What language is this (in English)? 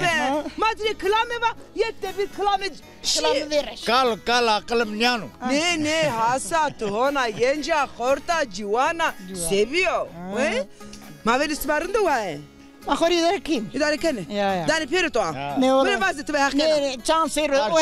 Zaza